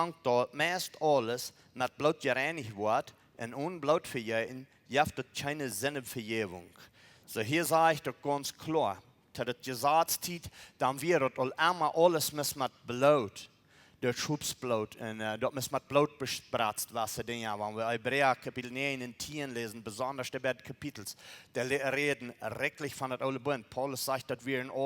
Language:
Plautdietsch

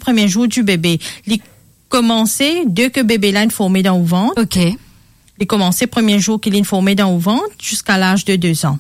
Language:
Morisyen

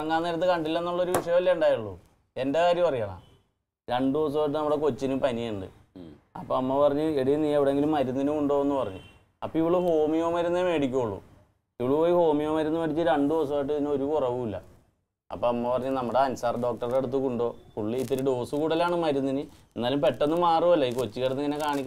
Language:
Malayalam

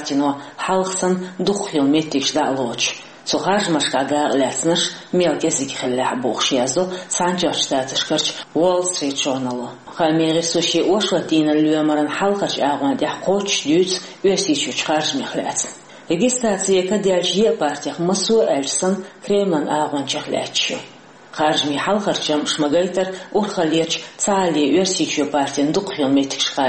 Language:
Chechen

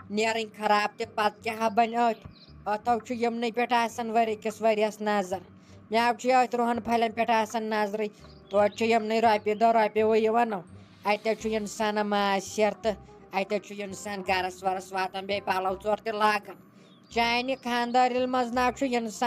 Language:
Kashmiri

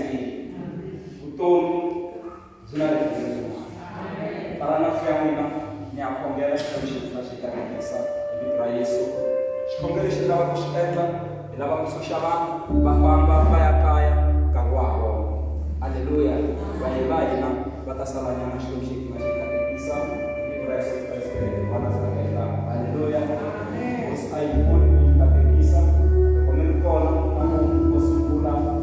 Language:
Tsonga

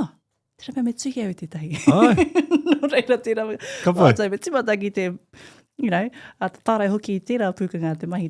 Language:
Māori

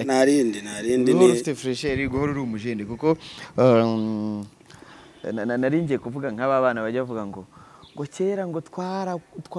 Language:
Kinyarwanda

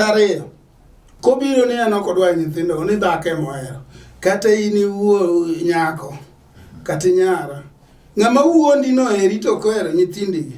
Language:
Luo (Kenya and Tanzania)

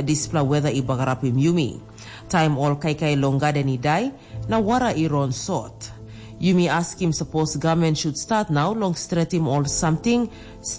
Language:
Tok Pisin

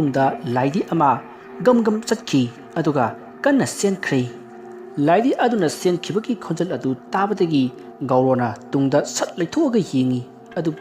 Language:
Manipuri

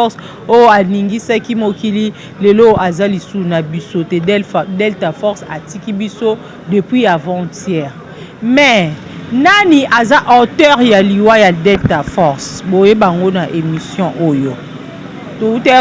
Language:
Lingala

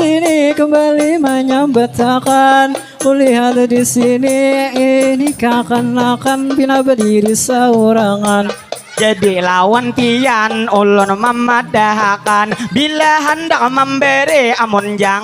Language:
Banjar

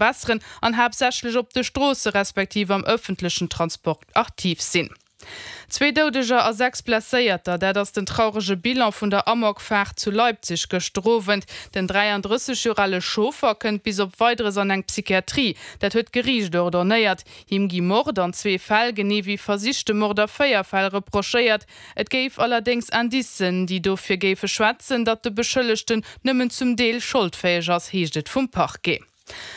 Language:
Luxembourgish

